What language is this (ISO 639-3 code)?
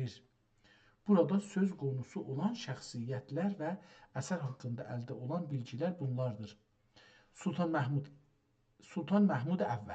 azb